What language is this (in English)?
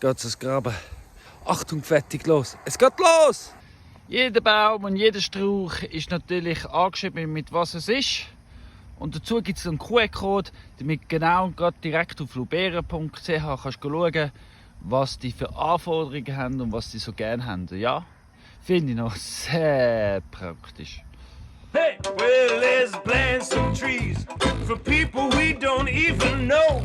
Swiss German